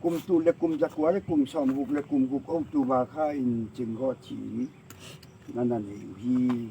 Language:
Tedim Chin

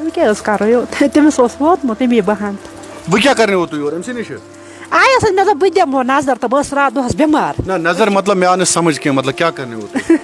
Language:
Kashmiri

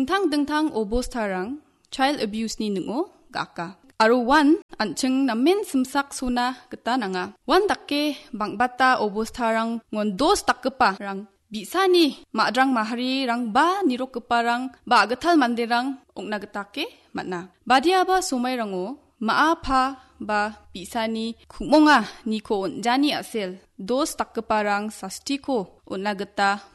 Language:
Garo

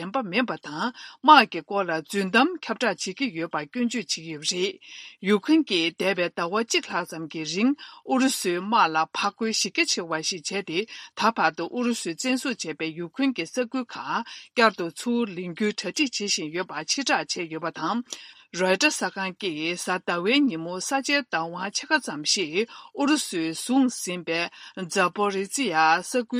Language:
Tibetan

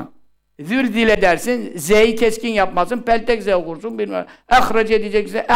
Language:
Turkish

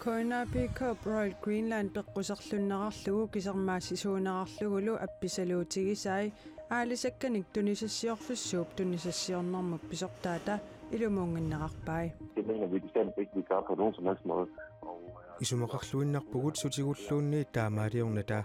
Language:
Kalaallisut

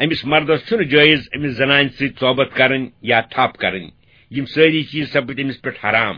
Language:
Kashmiri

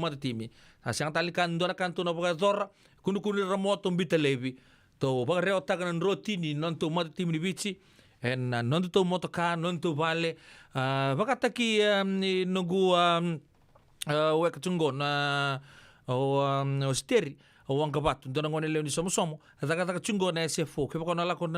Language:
Fijian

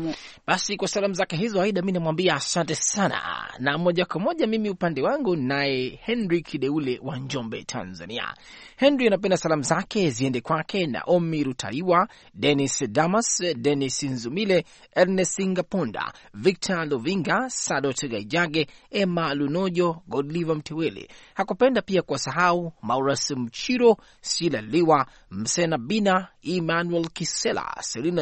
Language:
Swahili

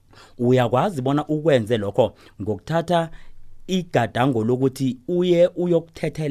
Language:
South Ndebele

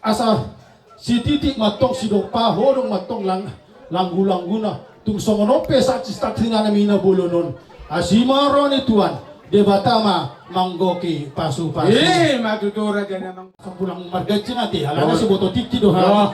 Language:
Batak Toba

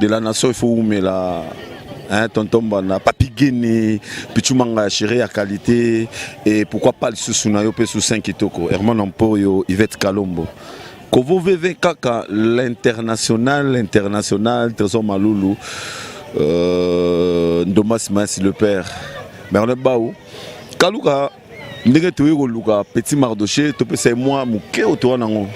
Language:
Lingala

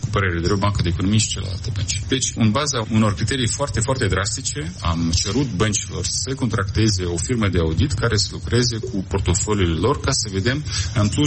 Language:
Romanian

